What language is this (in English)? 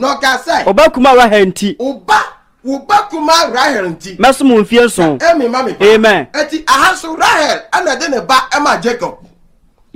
Akan